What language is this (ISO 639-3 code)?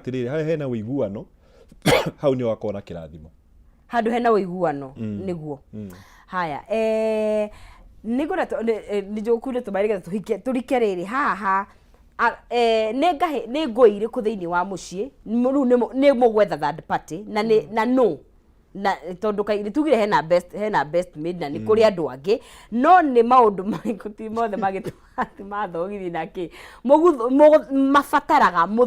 kik